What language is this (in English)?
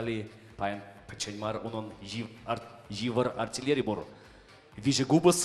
Chuvash